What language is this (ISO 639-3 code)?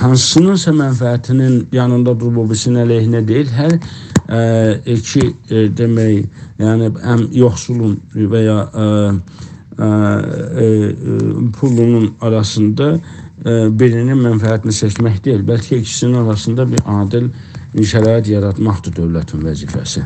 azb